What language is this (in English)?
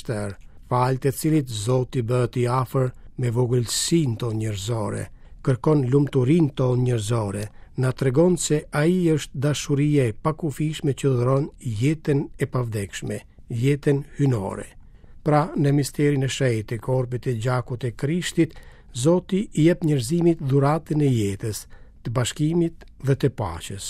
Albanian